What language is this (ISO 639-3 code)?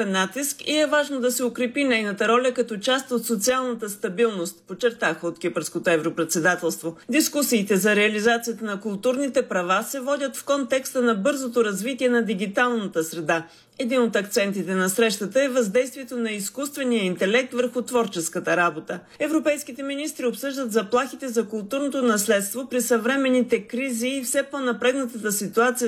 bul